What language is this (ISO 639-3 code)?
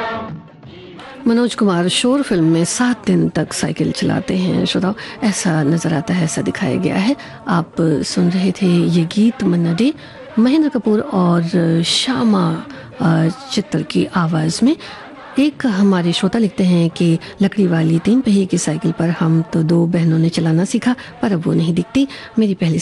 hin